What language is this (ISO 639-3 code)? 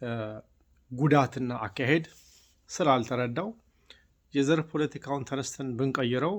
amh